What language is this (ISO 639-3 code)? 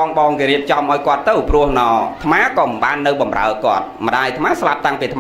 khm